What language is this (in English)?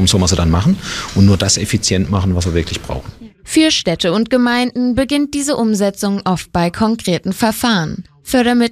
German